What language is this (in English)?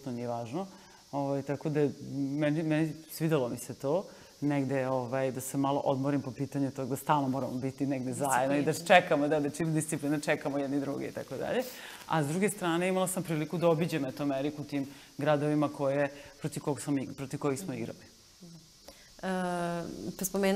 Serbian